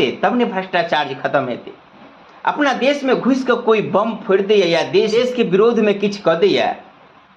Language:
Maithili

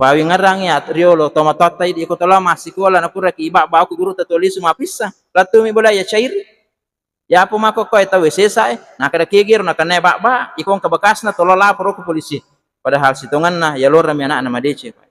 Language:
Buginese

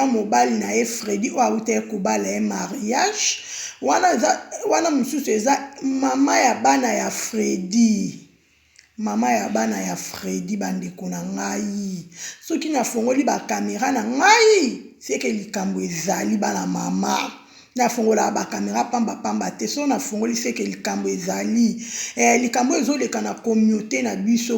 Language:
Lingala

